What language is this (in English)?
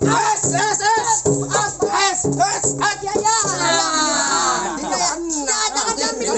Betawi